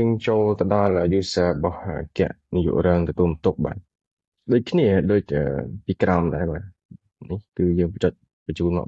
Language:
Khmer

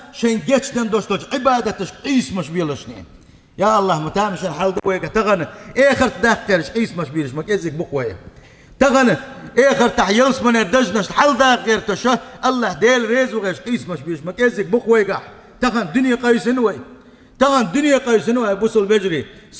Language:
Chechen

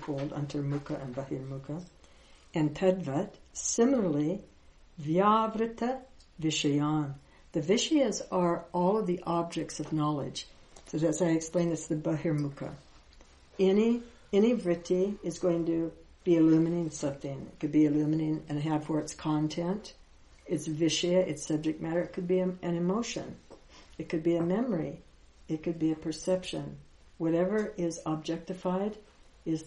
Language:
English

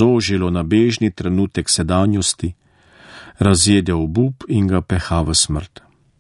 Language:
Slovenian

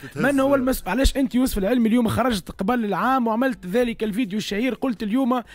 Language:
Tunisian Arabic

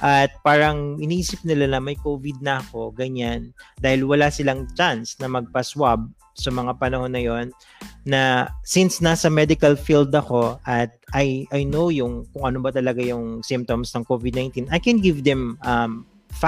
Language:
Filipino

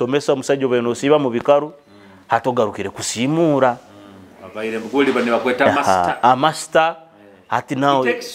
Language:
Nyoro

